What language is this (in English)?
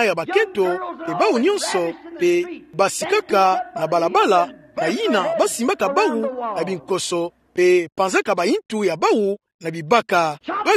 Kituba (Democratic Republic of Congo)